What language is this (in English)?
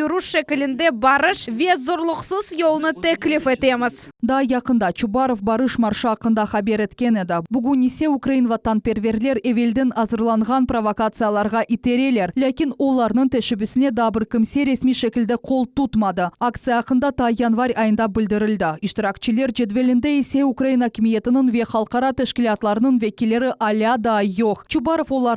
Crimean Tatar